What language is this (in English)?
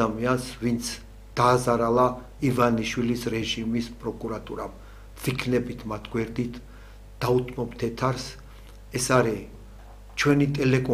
Georgian